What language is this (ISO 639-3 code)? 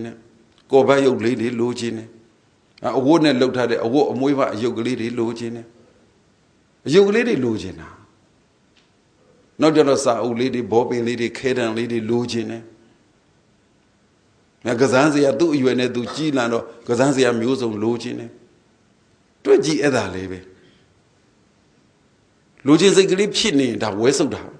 mya